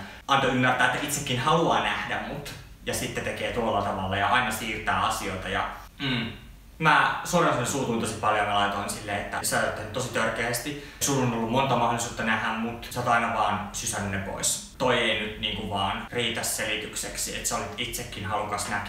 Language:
Finnish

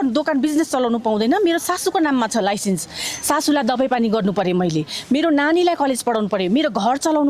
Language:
Nepali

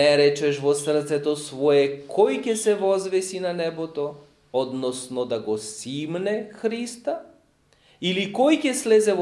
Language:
Macedonian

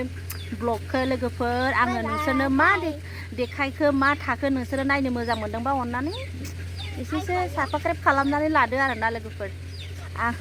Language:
Bodo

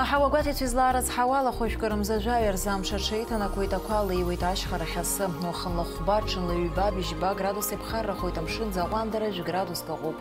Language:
Abkhazian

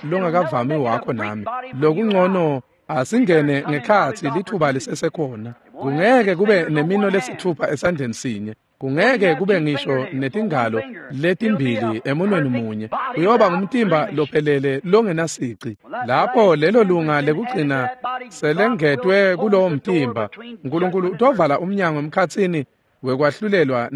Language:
Swati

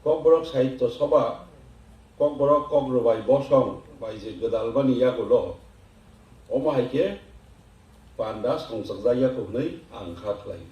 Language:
Kok Borok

